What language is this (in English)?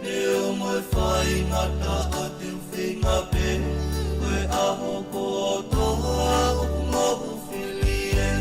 Tongan